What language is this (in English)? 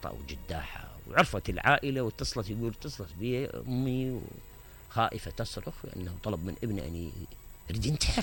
Mesopotamian Arabic